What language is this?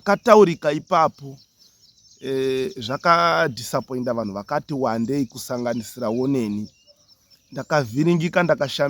Shona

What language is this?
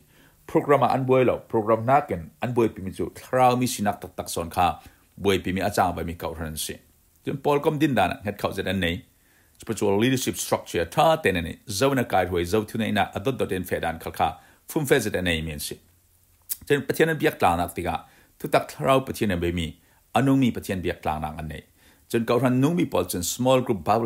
Falam Chin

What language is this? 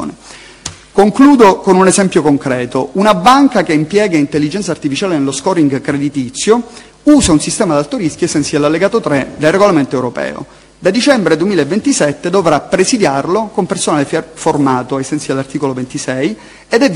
Italian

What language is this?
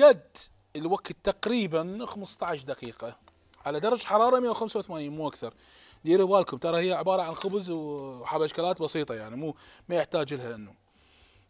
Mesopotamian Arabic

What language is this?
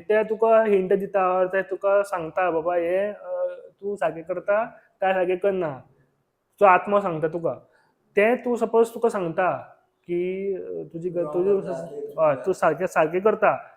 Konkani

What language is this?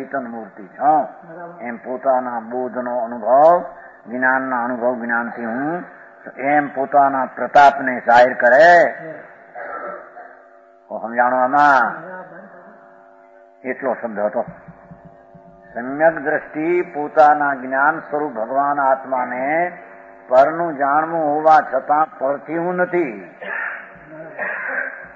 Gujarati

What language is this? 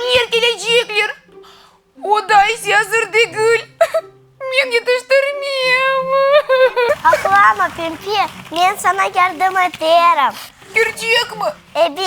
Crimean Tatar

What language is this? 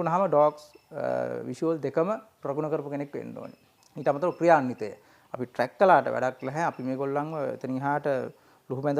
Sinhala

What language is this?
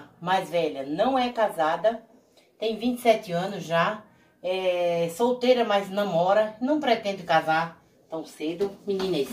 Portuguese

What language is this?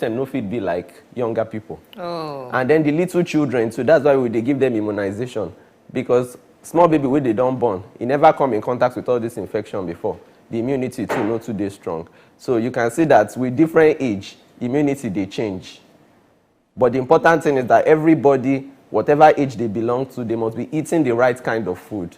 Nigerian Pidgin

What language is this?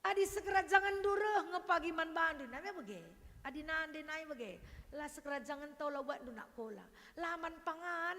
Batak Karo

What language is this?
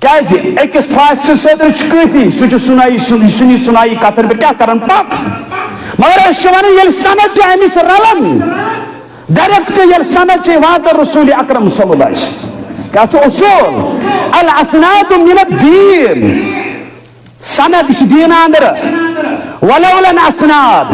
Kashmiri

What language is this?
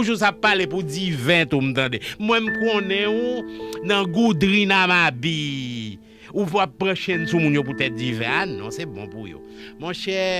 Haitian Creole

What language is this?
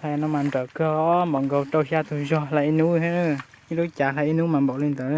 Hmong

